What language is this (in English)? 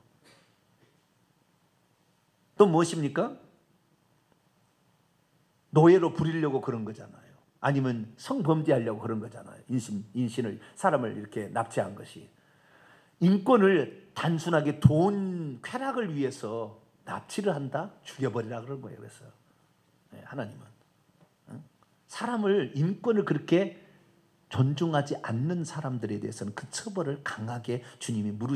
Korean